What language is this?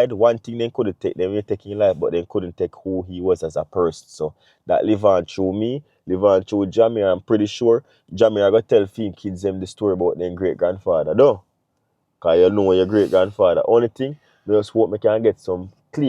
Jamaican Creole English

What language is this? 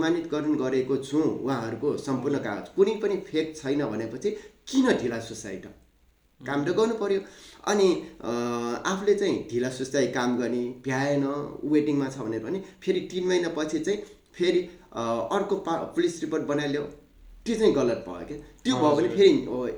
Nepali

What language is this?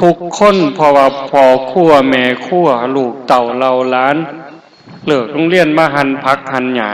Northeastern Thai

